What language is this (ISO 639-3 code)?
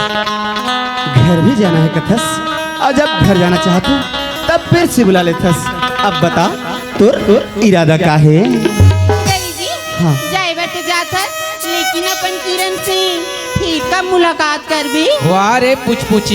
hne